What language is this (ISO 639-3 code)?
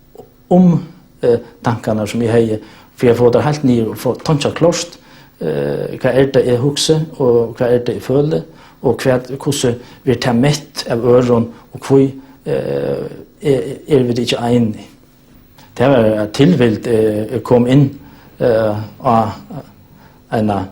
fao